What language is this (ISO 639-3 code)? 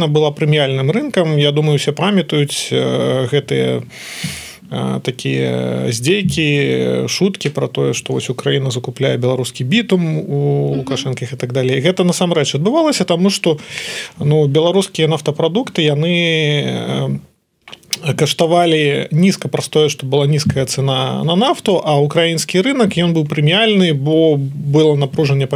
bel